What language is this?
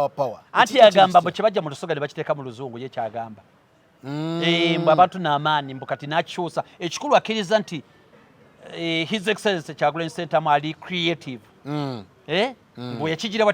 Ganda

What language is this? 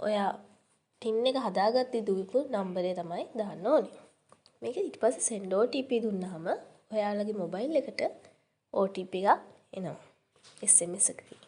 Sinhala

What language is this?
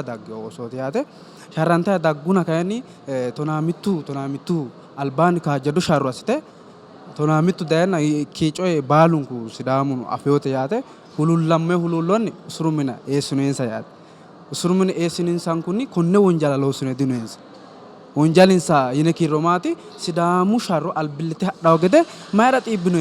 Sidamo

